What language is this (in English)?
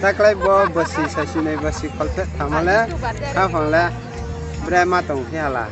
Riang (India)